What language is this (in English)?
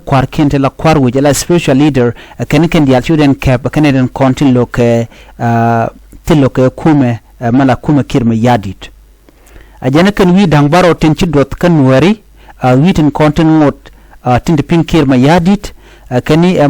Nuer